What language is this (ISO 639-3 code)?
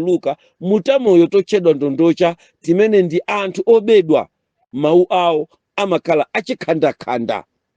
nya